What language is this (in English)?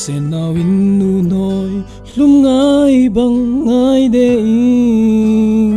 Falam Chin